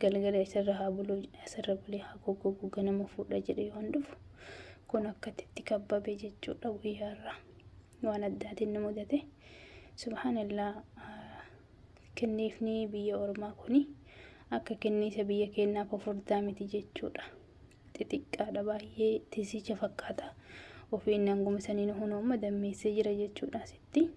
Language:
Oromo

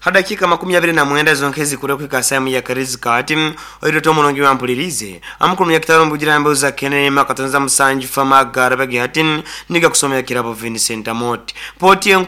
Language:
Nyoro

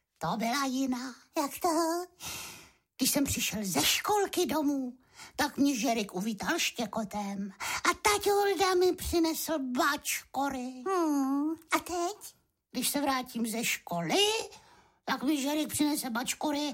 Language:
Czech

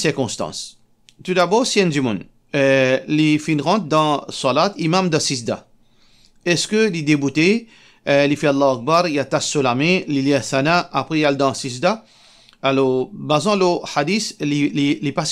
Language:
Morisyen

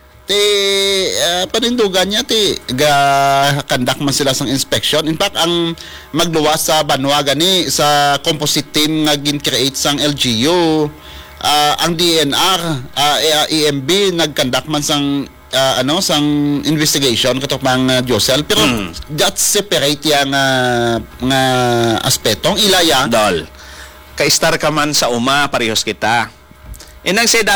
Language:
Hiligaynon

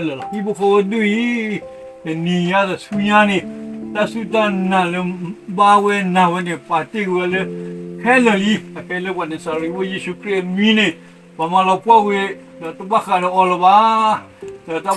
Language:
S'gaw Karen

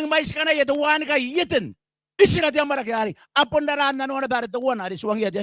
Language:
Gilbertese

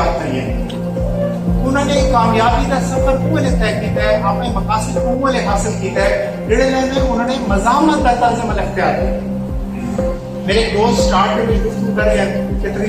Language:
Saraiki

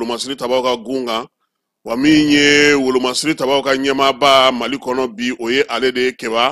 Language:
Bambara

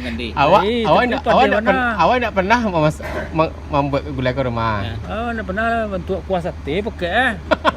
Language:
Minangkabau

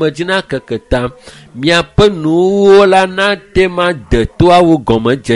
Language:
Ewe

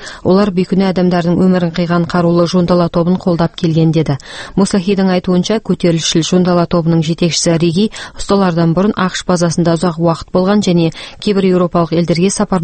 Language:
Kazakh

